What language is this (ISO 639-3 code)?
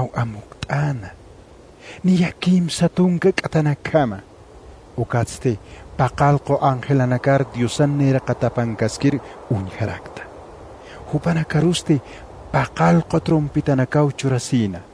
aym